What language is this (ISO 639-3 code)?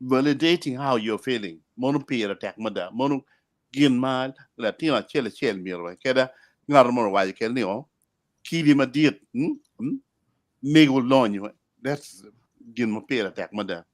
ach